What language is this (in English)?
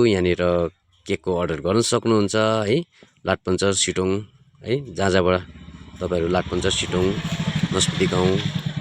Nepali